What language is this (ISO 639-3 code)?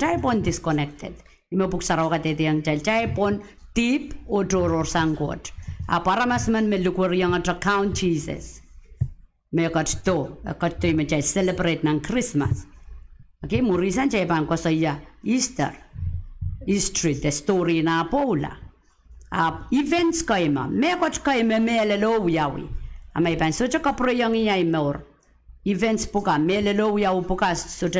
pon